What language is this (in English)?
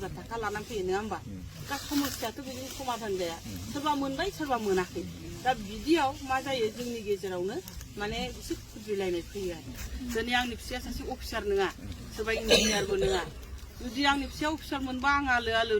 Bodo